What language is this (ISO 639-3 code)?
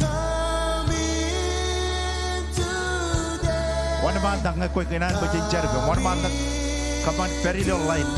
mah